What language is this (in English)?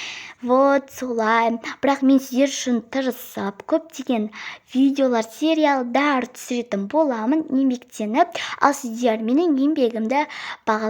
Kazakh